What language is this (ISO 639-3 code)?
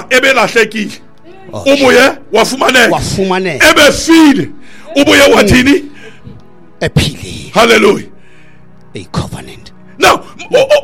xho